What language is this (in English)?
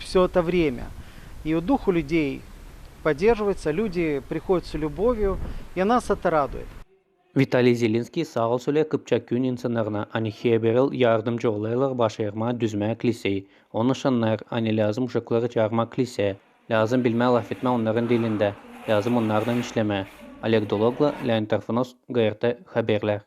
Gagauz